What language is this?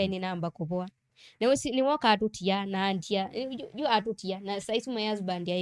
Kamba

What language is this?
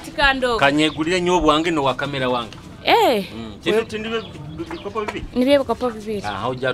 Nyoro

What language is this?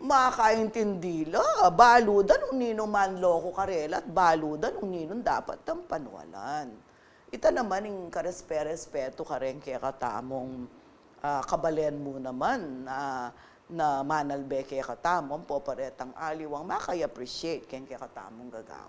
Pampanga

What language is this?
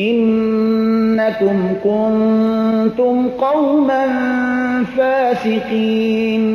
Persian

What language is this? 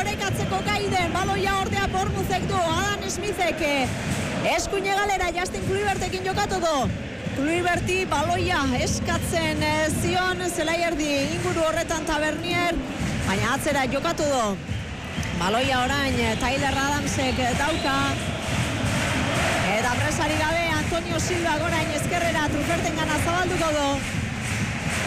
Basque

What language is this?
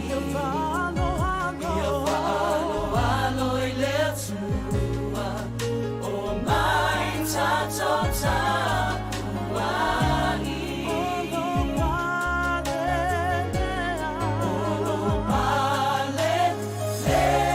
Samoan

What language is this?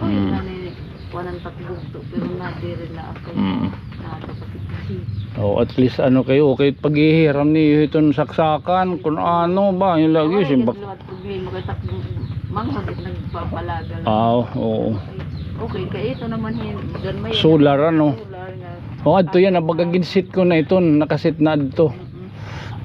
Waray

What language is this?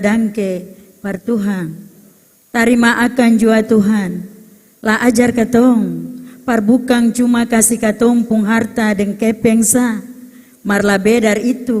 Ambonese Malay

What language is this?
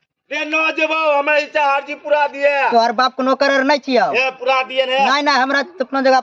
Maithili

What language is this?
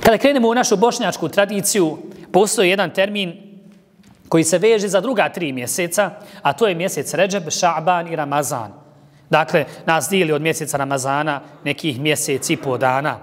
Bosnian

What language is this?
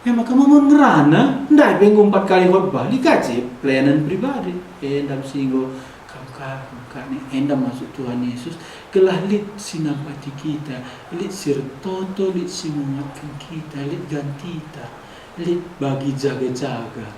Batak Karo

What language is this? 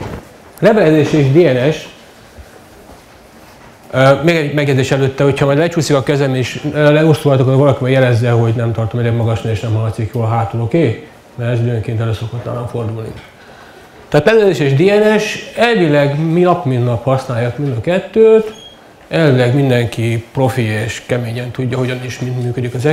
Hungarian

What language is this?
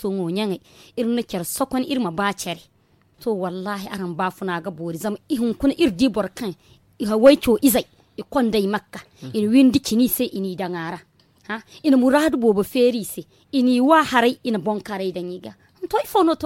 Zarma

